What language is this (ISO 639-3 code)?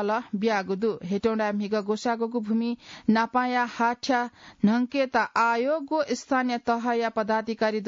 new